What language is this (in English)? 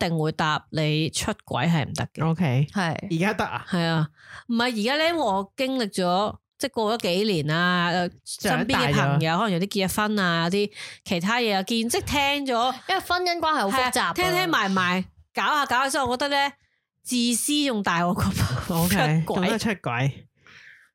Cantonese